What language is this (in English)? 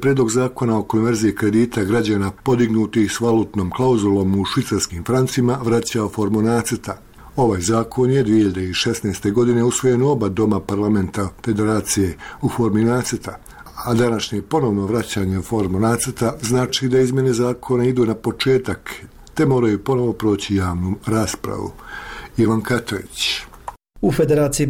Bosnian